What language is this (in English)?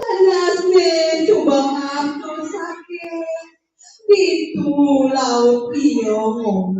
Balinese